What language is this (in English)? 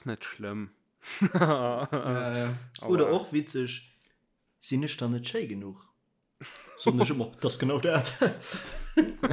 Luxembourgish